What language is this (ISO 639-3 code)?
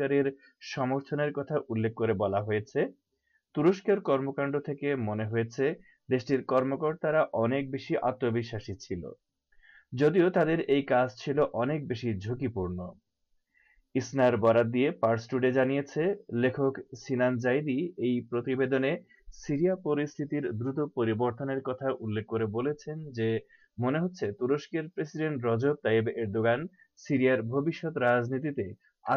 ben